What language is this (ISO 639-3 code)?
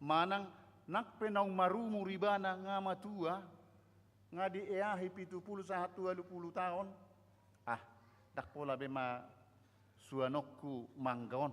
bbc